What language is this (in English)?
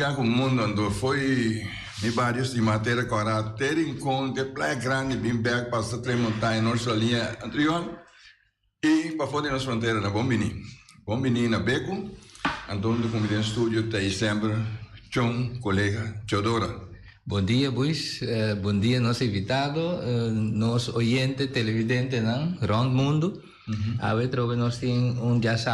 Papiamento